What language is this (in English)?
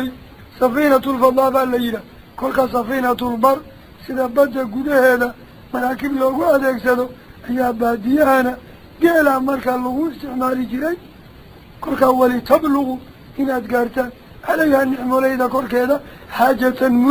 Somali